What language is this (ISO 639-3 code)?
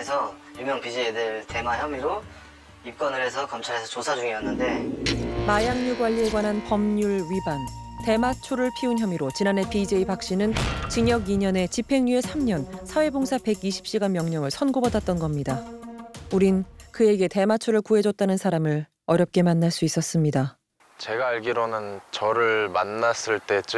kor